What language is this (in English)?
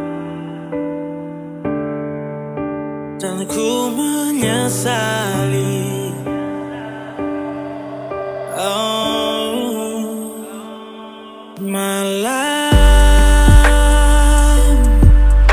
Indonesian